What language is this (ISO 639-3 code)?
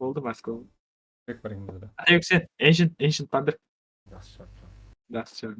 kaa